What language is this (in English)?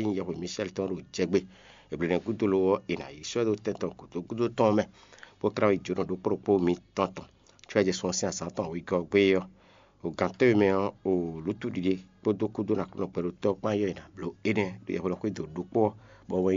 Fon